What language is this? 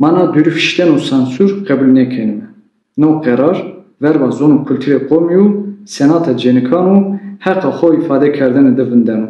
Zaza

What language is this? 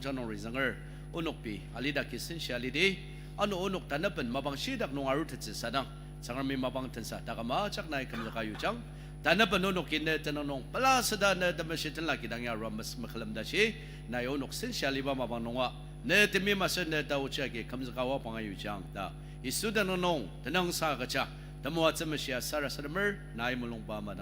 Ao Naga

